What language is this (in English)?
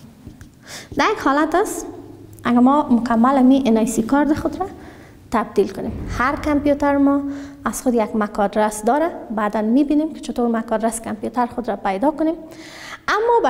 Persian